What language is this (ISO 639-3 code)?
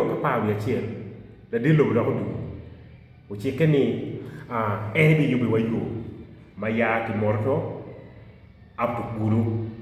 ach